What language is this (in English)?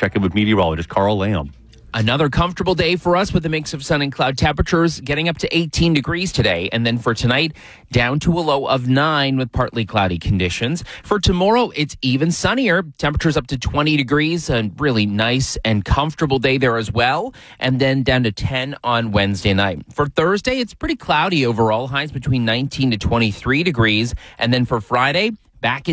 English